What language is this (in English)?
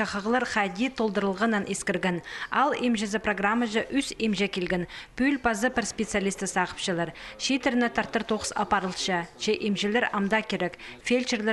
Khakas